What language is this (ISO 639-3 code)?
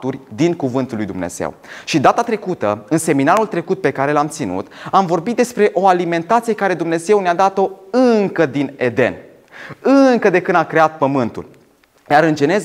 ron